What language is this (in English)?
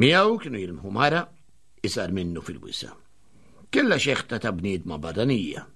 Maltese